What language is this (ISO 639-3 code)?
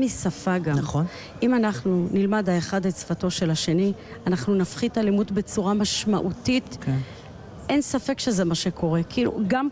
heb